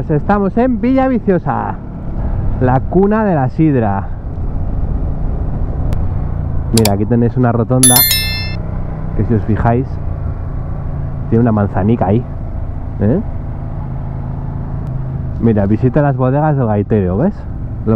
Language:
Spanish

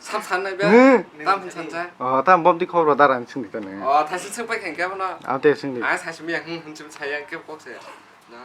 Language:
Kok Borok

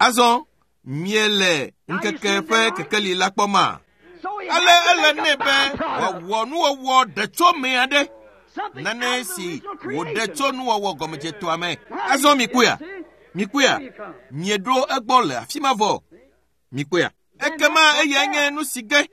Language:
Ewe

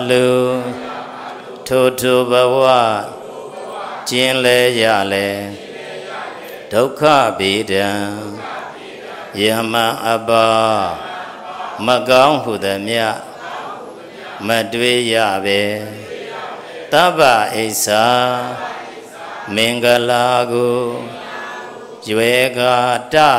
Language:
Burmese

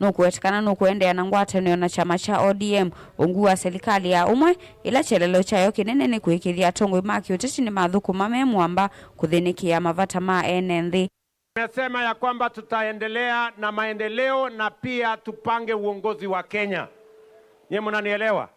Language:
Kamba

